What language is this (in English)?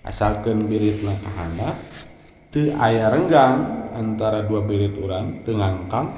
Sundanese